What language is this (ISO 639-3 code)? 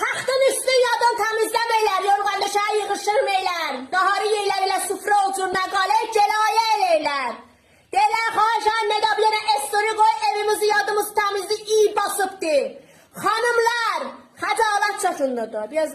azb